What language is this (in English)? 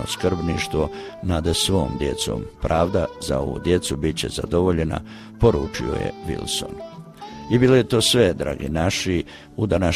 Croatian